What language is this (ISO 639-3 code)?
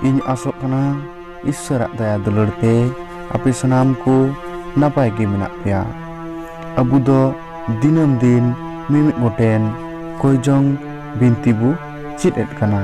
sat